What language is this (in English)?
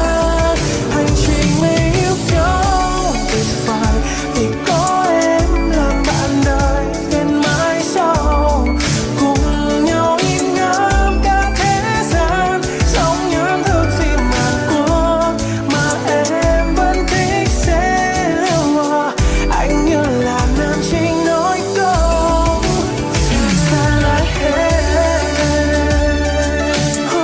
Vietnamese